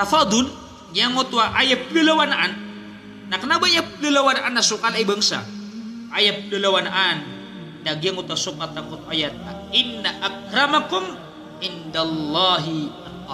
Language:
Maranao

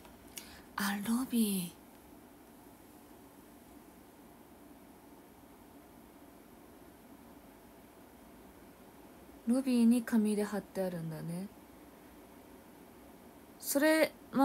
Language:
Japanese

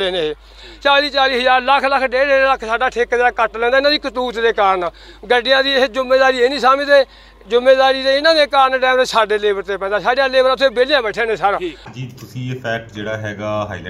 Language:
Punjabi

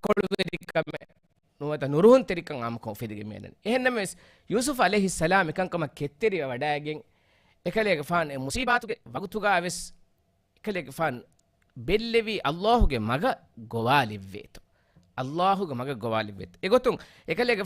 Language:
Divehi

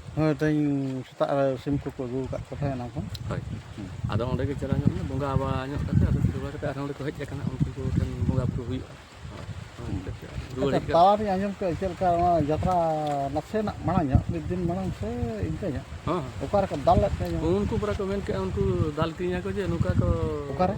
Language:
Santali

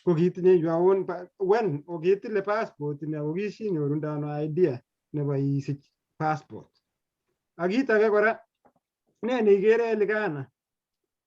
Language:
Kalenjin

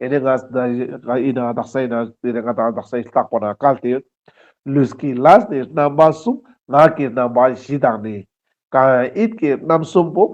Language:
Ladakhi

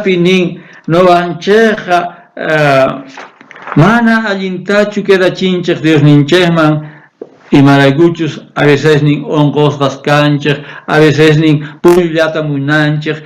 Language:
South Bolivian Quechua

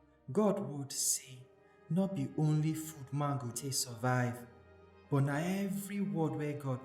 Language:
Nigerian Pidgin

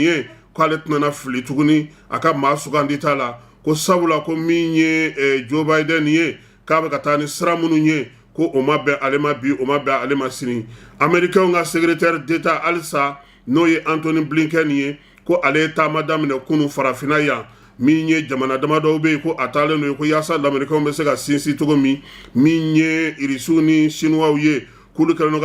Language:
Bambara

